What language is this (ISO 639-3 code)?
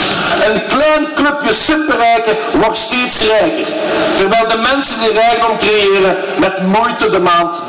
nld